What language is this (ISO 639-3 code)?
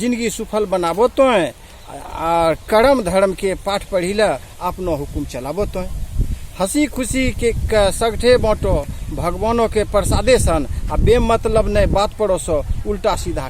anp